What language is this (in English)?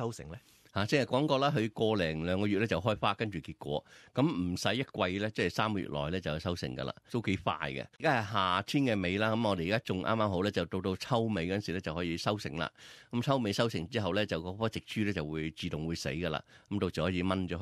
Cantonese